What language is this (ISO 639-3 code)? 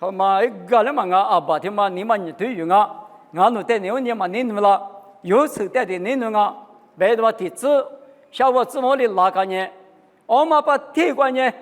lis